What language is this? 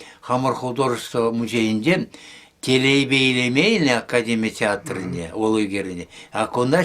Chuvash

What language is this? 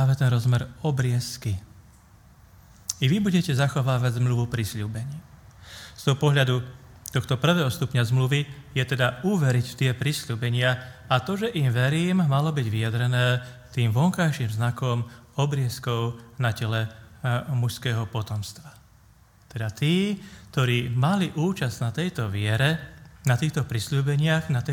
Slovak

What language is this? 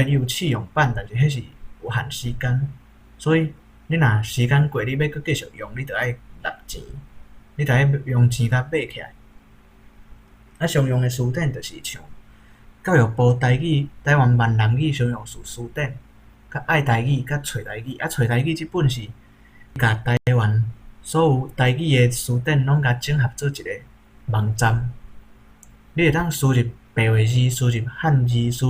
Min Nan Chinese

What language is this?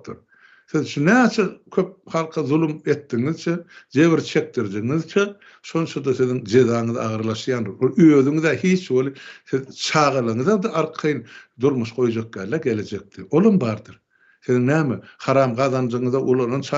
Turkmen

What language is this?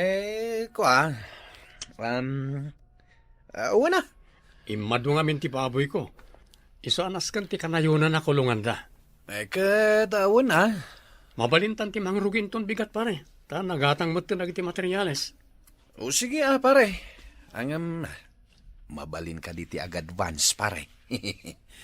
Iloko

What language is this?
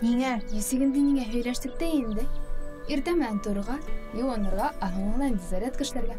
Bashkir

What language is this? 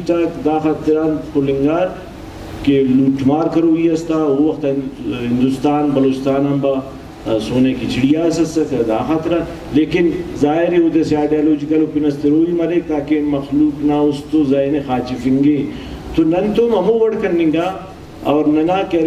Brahui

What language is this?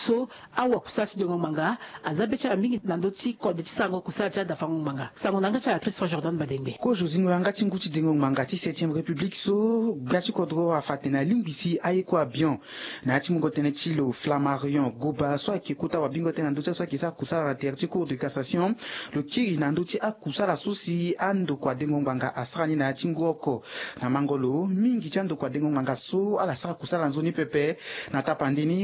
Sango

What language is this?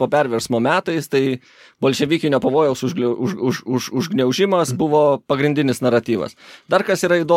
Lithuanian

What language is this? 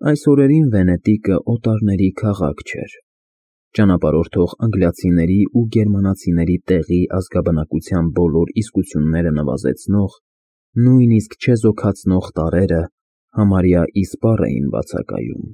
Armenian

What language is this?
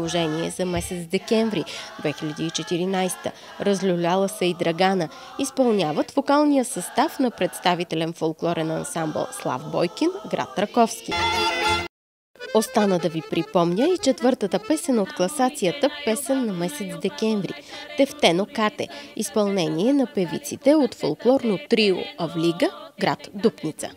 Bulgarian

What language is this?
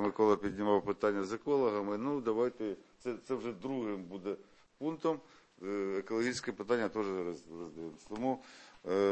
Ukrainian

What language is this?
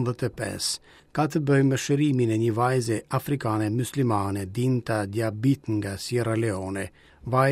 Albanian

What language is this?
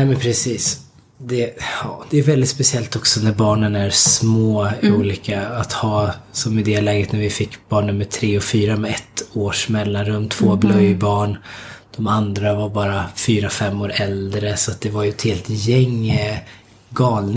Swedish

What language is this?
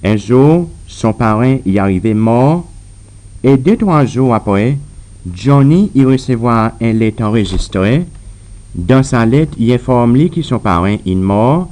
Seselwa Creole French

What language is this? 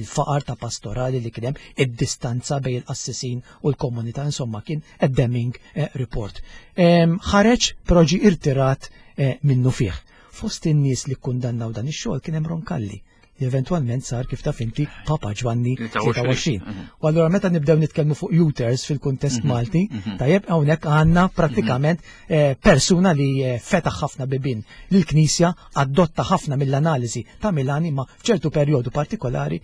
Maltese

